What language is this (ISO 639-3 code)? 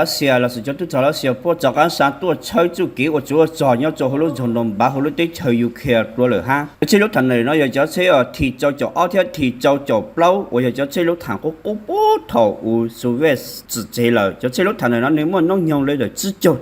hmn